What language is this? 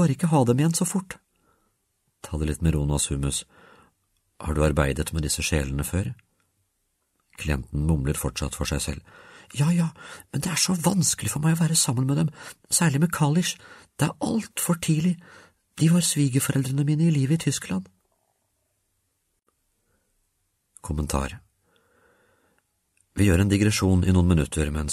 Norwegian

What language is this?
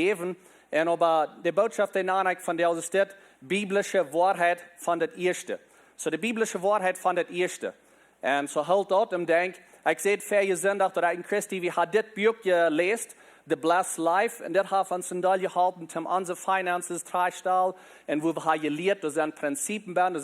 Plautdietsch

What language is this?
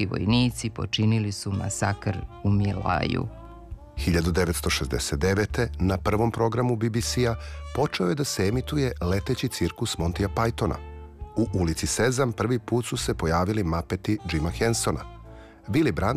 Serbian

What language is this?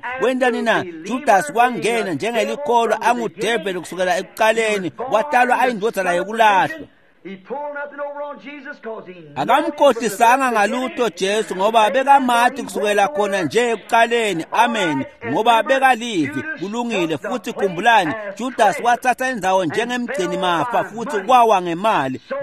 Swati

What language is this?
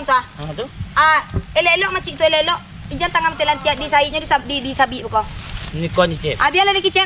Minangkabau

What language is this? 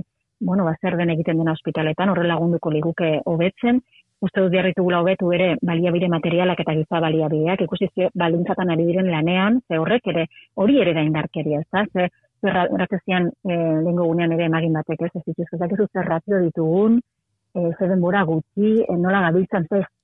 Basque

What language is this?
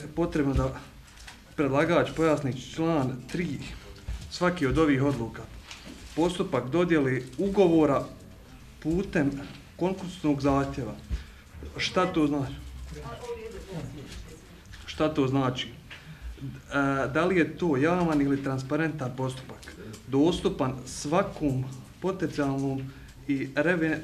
Bosnian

